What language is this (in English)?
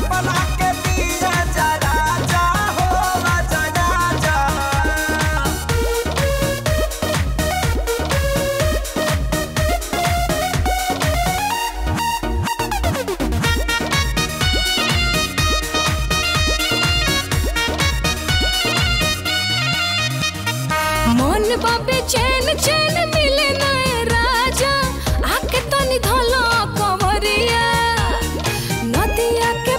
Bhojpuri